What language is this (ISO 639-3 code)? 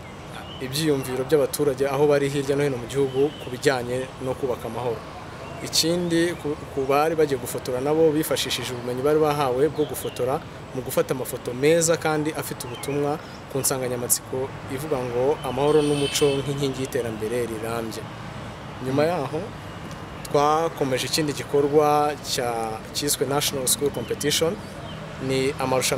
kin